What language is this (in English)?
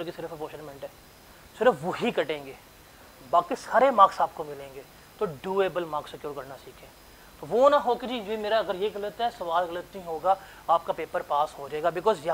Hindi